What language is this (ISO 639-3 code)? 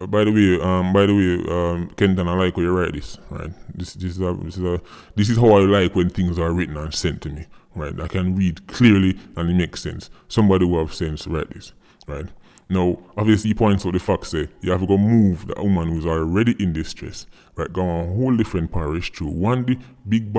jam